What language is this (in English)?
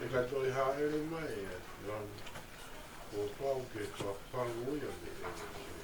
Tongan